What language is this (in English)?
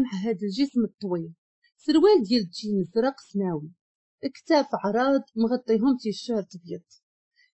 Moroccan Arabic